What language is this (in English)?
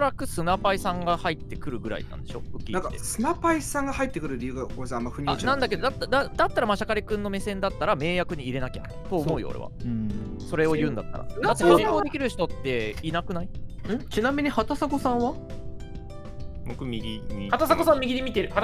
Japanese